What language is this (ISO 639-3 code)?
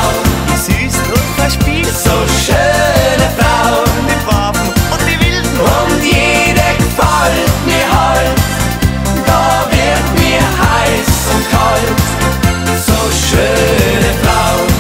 deu